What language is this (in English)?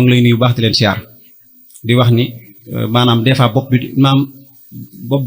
Wolof